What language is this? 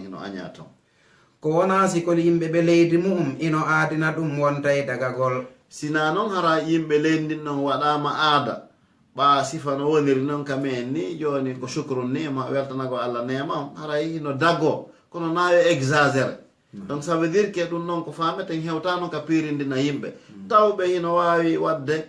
Fula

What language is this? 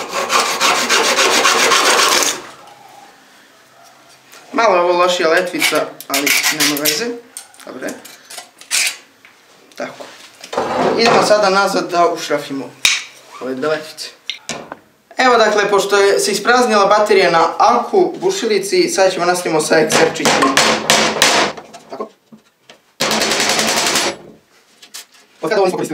Serbian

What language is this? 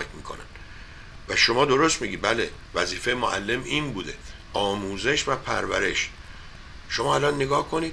Persian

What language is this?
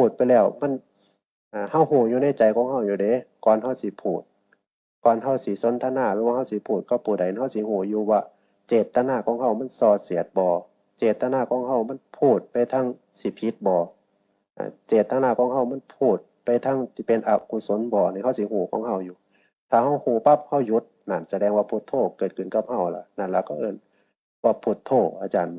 Northeastern Thai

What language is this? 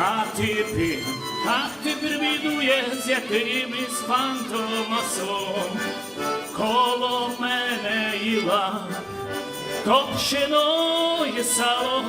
Rusyn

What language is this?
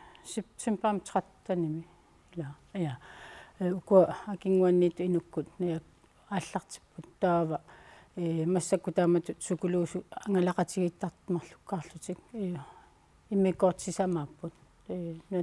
Kalaallisut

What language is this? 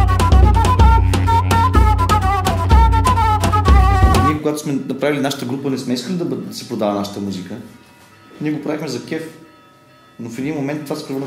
Bulgarian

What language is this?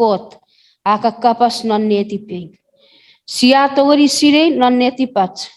Chuukese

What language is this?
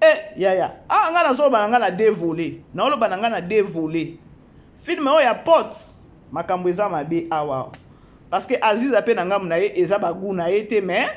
Lingala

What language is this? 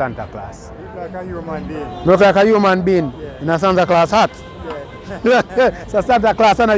Jamaican Creole English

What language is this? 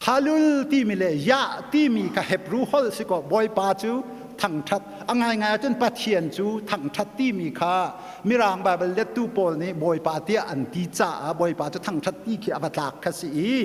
Hakha Chin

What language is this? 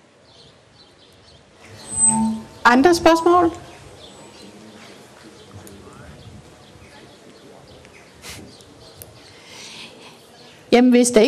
Danish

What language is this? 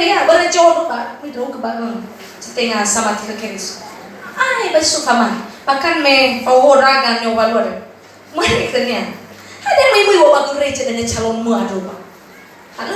Nias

